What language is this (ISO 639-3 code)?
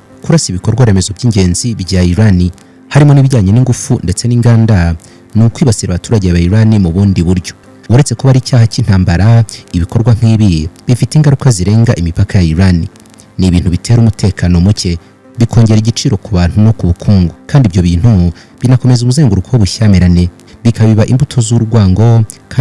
kin